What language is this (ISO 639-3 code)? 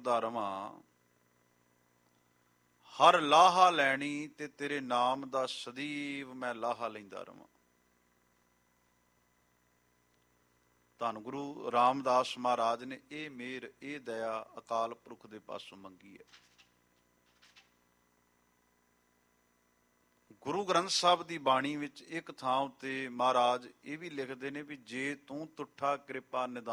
pan